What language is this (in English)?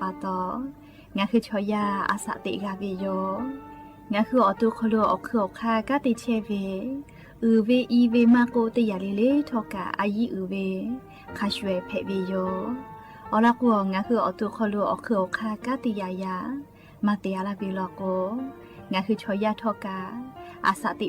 Lahu